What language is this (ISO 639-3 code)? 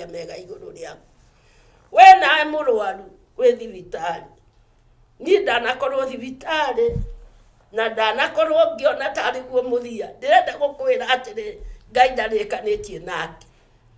kik